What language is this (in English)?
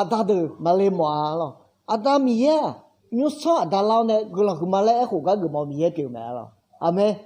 Akha